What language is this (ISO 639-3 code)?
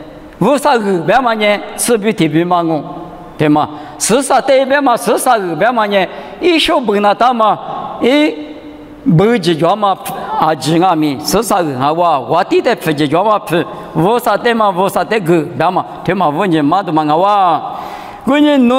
lis